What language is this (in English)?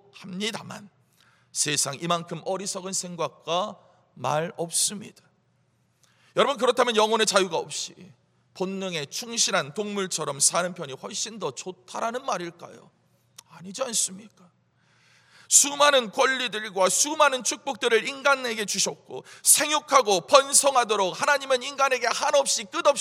Korean